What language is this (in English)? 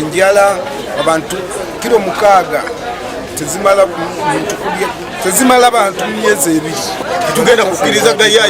Ganda